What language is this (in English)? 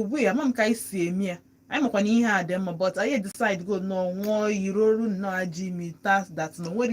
Igbo